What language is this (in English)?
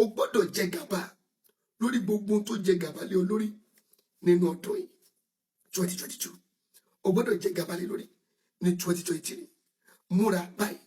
Yoruba